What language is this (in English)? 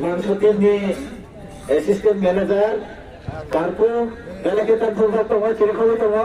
Kok Borok